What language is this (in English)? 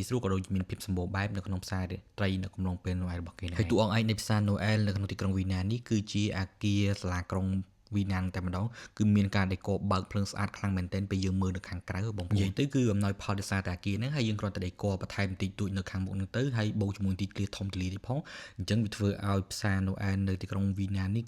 Khmer